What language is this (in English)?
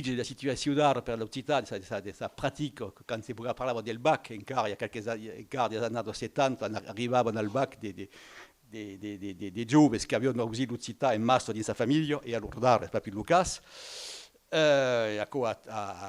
Occitan